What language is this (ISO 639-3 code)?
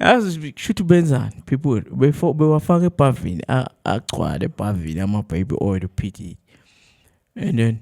zul